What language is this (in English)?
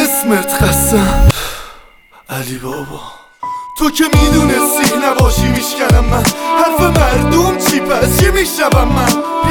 Persian